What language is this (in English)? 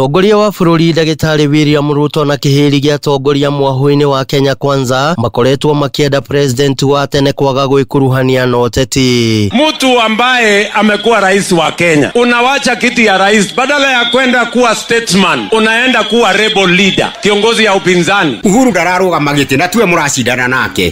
Kikuyu